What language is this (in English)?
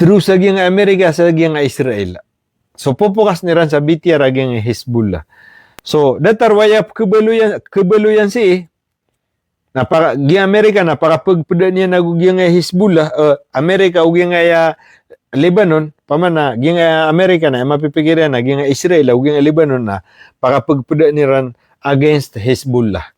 Maranao